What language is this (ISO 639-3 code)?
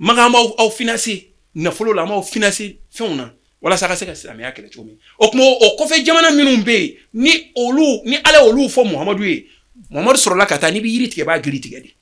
bam